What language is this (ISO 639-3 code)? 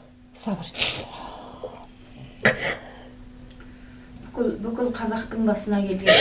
kaz